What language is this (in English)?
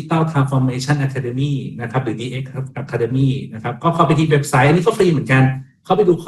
Thai